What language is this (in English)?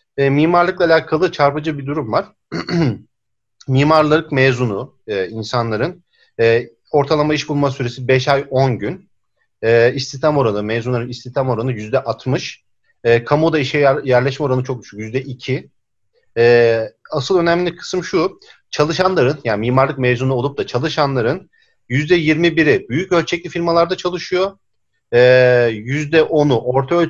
Turkish